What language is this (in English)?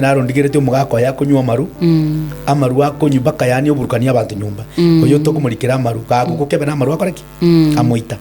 Gusii